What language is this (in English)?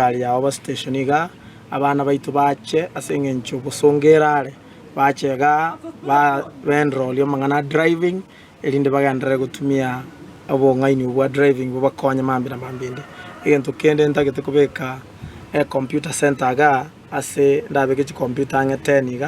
Gusii